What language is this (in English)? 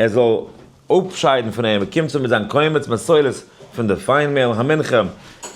Yiddish